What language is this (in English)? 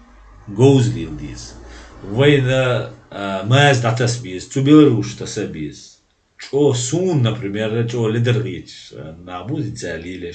Chechen